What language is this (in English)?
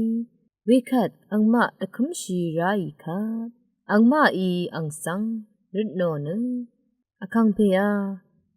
Rawang